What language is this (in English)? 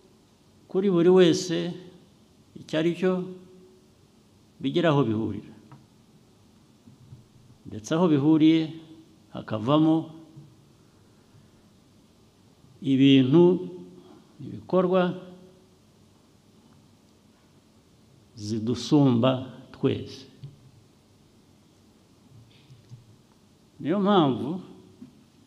Kinyarwanda